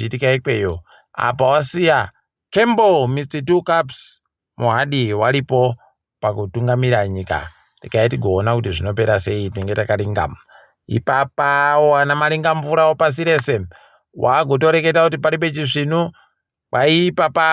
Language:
Ndau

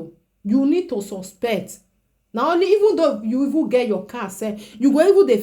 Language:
Nigerian Pidgin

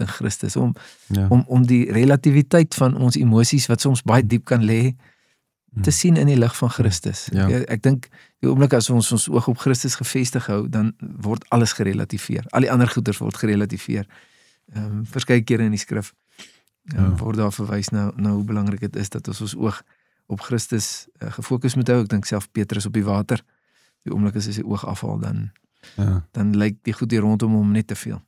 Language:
Afrikaans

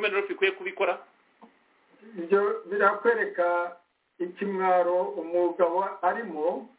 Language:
Kinyarwanda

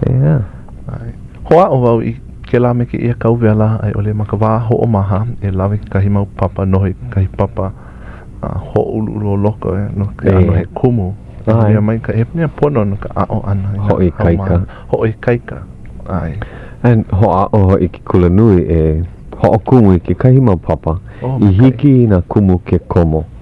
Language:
Hawaiian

